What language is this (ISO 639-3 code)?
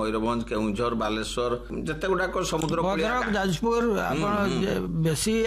ori